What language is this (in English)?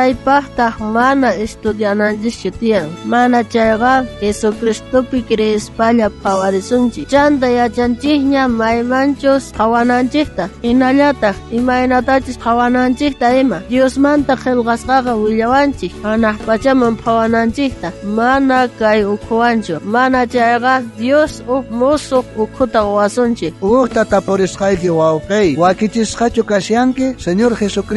South Bolivian Quechua